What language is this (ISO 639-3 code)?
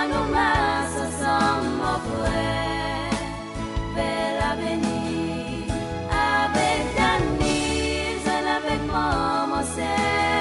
crs